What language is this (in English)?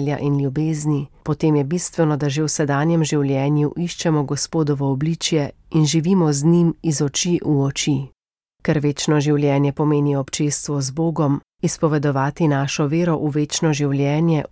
Slovenian